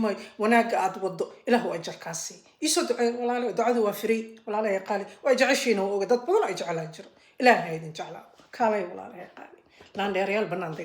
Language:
Somali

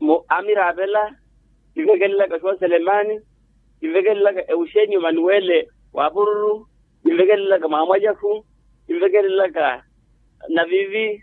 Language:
Makhuwa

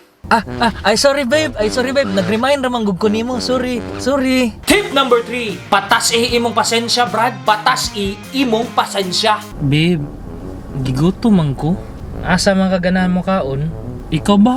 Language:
Cebuano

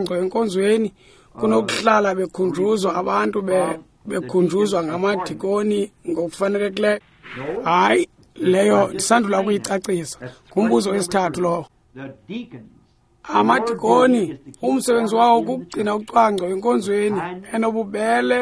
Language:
Xhosa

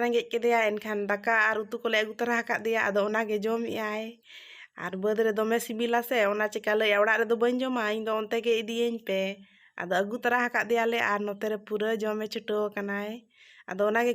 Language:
Santali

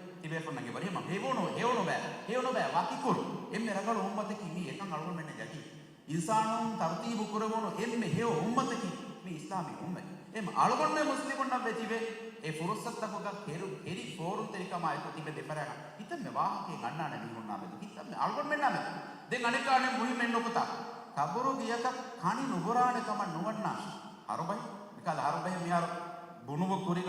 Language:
Divehi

